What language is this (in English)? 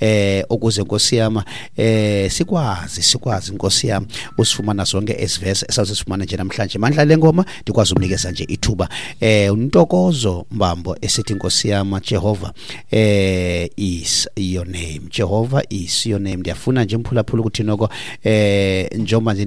Xhosa